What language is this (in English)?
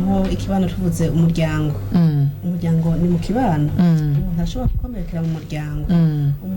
Rundi